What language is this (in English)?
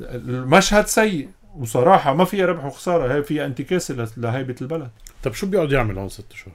North Levantine Arabic